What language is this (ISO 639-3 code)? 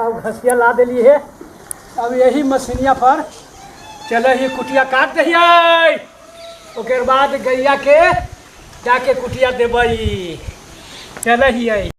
mag